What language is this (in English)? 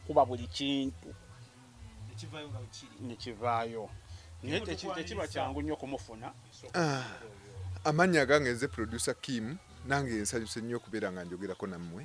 Ganda